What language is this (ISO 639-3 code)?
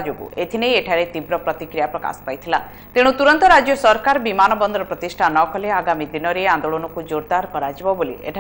ori